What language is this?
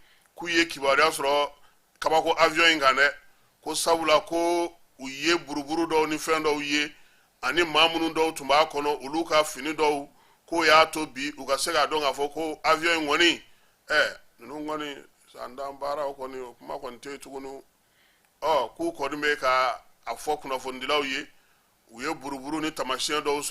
Bambara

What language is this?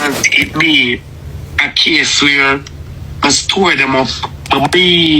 Jamaican Creole English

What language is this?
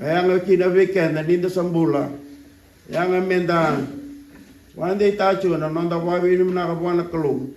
Fijian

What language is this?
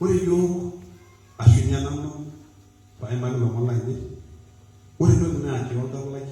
Masai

